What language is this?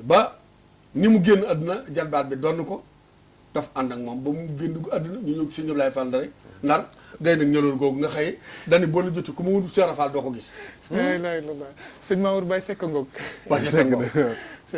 Wolof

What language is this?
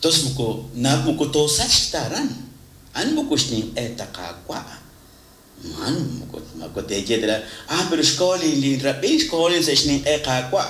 Kekchí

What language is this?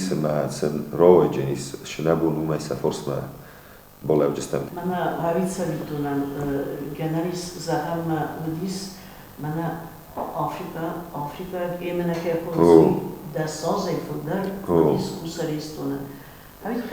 Ossetic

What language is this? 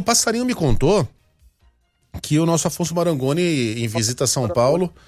Portuguese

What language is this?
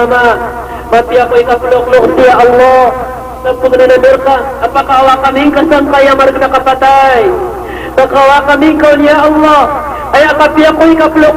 Maranao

